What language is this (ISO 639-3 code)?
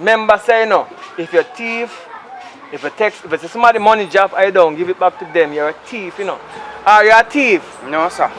jam